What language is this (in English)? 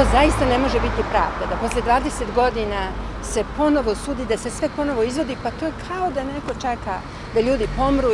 Serbian